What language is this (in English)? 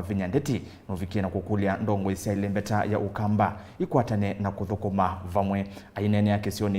Kamba